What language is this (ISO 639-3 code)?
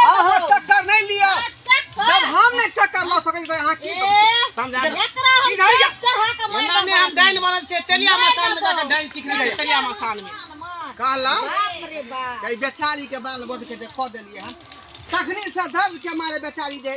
mai